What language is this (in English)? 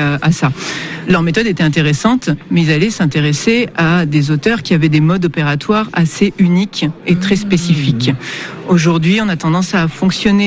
French